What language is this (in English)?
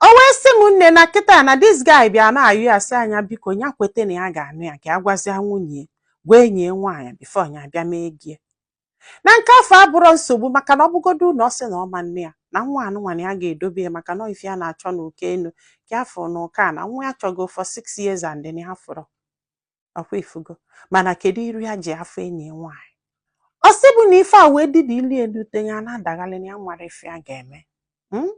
Igbo